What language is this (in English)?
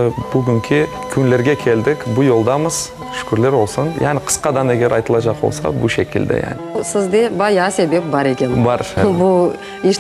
Crimean Tatar